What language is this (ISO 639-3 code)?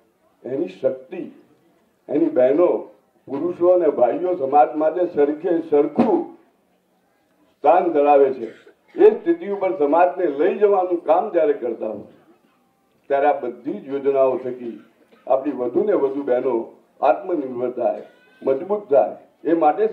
guj